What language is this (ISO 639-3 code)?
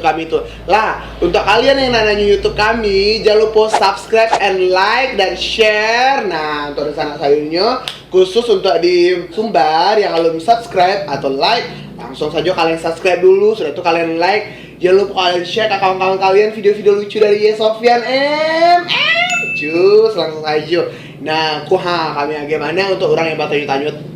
min